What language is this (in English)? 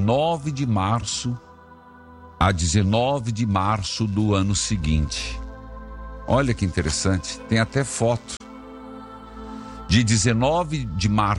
Portuguese